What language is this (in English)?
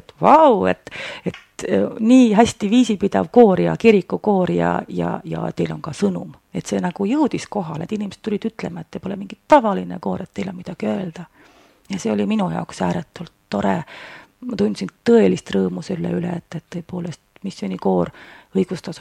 Estonian